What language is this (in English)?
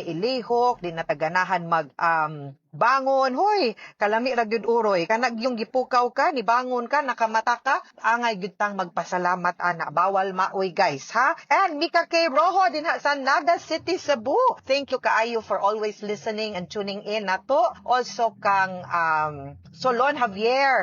Cebuano